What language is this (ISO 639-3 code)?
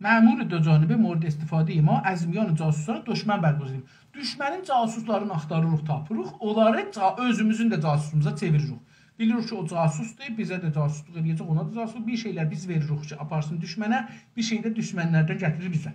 azb